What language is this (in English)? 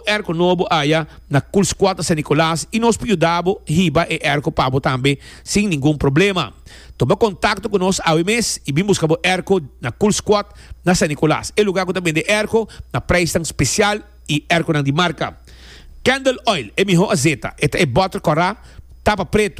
Papiamento